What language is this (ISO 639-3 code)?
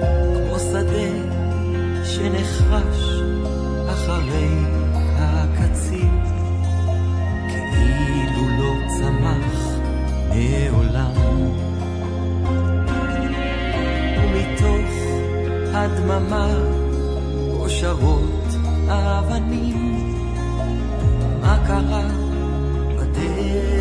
heb